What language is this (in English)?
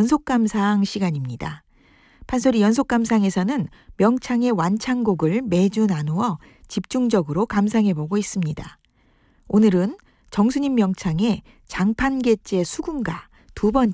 Korean